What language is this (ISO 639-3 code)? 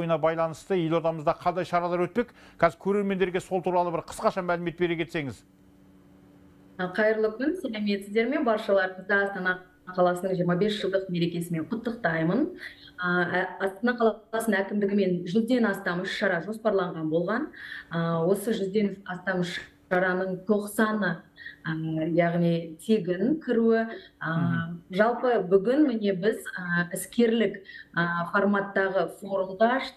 kaz